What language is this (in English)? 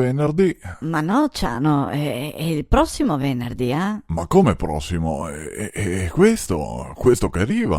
Venetian